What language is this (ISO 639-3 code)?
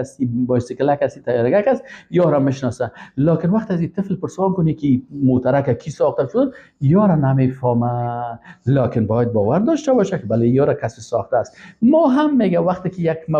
fas